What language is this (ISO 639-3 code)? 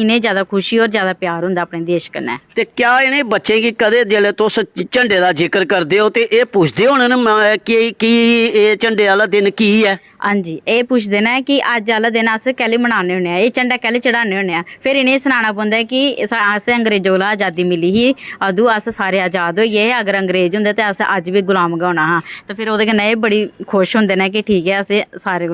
doi